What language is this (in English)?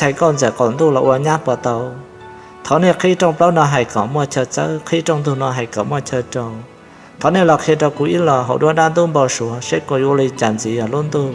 Hmong